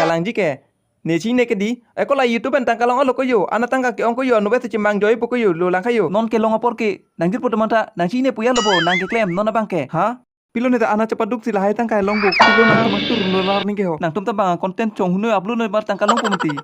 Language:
Karbi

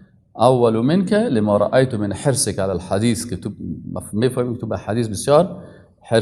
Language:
Persian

